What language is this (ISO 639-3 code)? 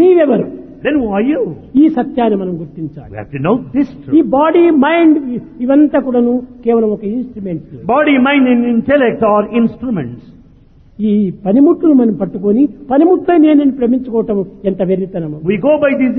tel